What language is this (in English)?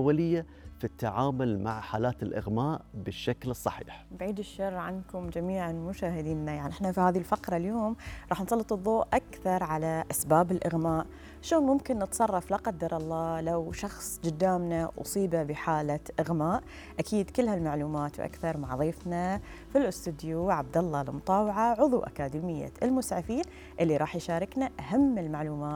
Gulf Arabic